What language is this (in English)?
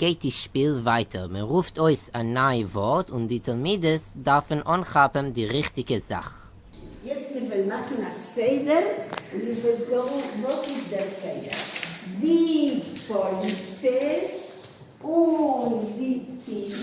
Yiddish